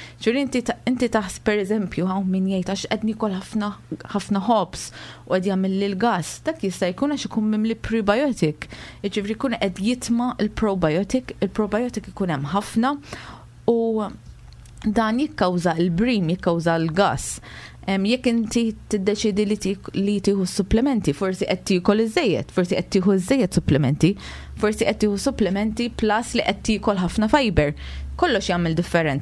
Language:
Maltese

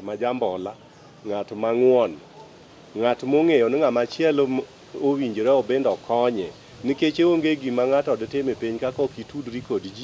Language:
Luo (Kenya and Tanzania)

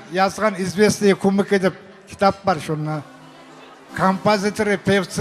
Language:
Kumyk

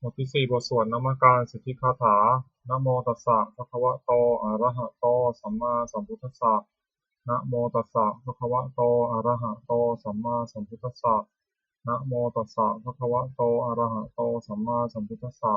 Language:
Pali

